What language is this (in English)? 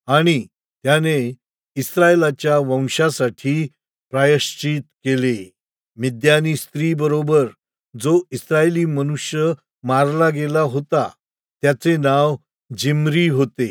Marathi